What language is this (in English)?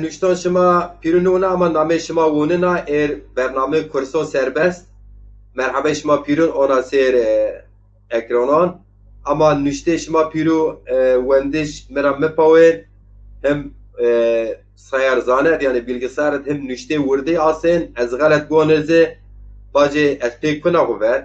Zaza